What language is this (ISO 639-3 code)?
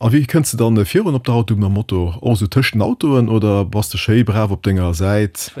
ltz